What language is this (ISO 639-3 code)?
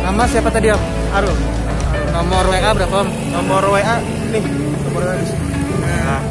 bjn